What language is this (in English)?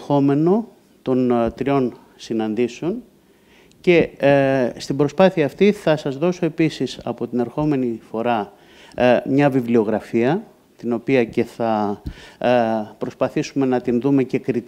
Greek